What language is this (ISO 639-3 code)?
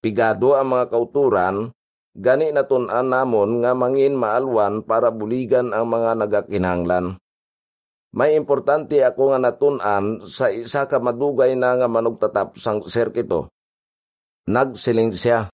hil